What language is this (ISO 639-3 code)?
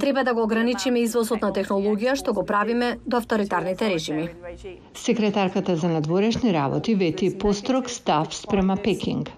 mkd